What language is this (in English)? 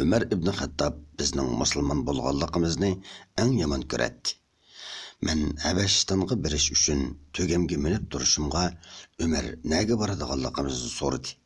Uyghur